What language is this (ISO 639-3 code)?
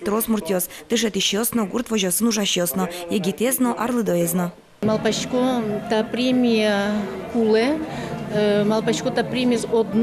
udm